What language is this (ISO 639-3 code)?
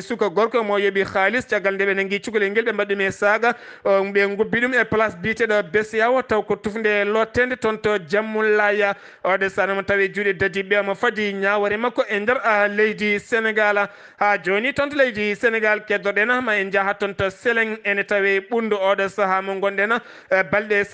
ful